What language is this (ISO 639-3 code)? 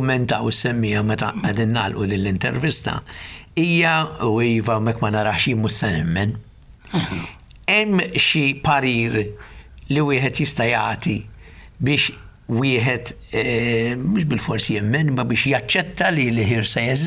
mlt